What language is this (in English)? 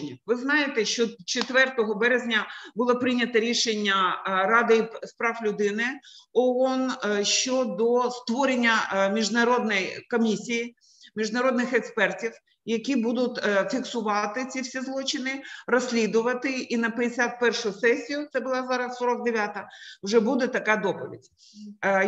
Ukrainian